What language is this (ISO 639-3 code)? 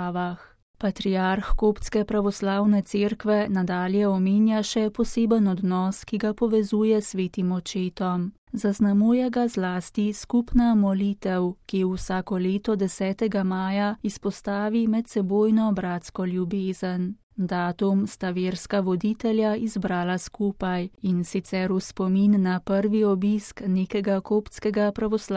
slv